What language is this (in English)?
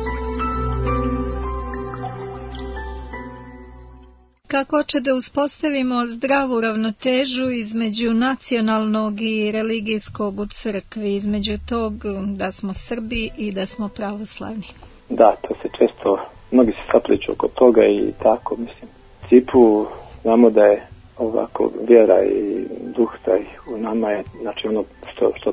Serbian